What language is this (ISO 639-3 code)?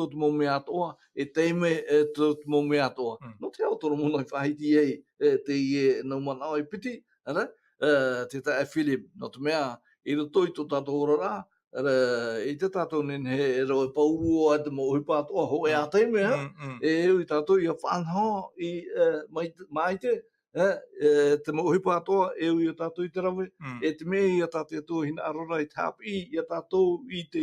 tah